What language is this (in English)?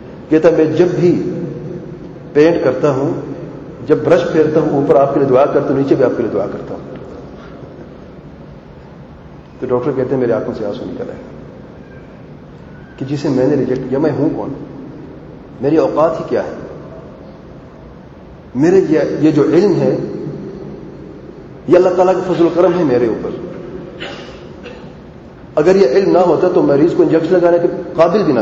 Urdu